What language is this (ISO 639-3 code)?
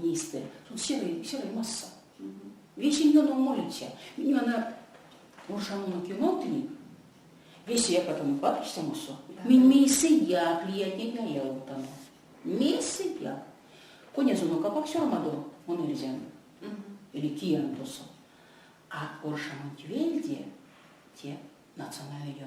myv